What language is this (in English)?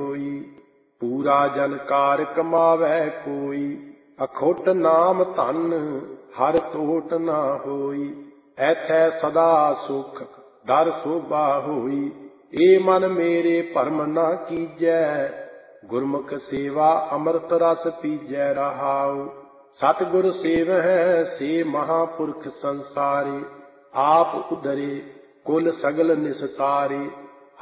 Punjabi